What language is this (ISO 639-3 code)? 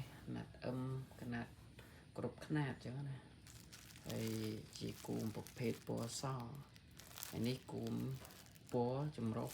khm